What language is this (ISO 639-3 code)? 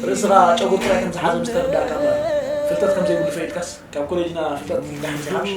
tir